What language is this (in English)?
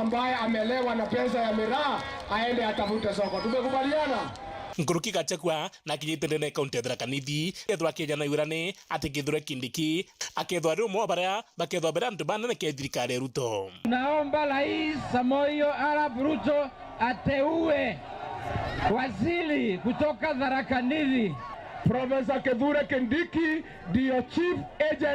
Meru